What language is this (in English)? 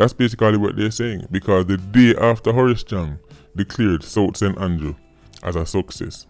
Jamaican Creole English